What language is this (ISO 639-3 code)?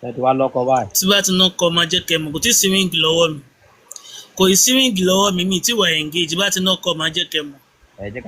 yor